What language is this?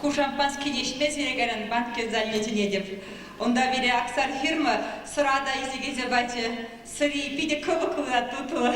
Chuvash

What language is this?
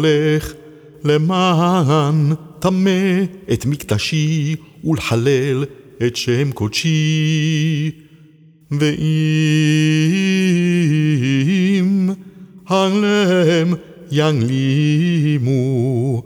Hebrew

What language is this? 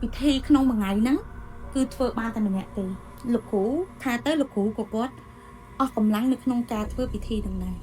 Khmer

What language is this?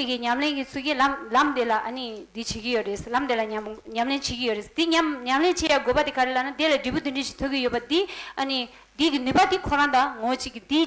Tibetan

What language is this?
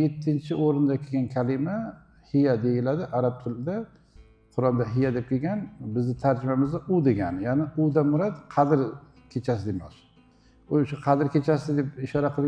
Uzbek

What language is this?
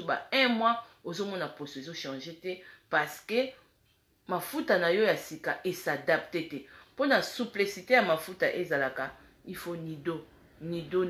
Lingala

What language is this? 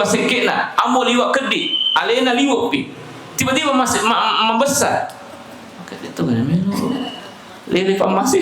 Buginese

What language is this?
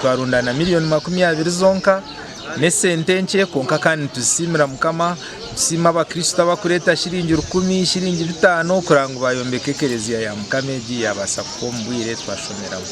Nyankole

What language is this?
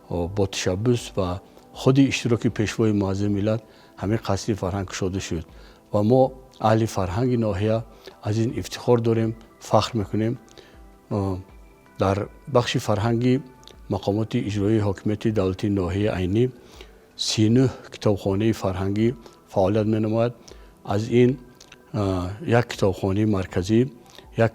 Tajik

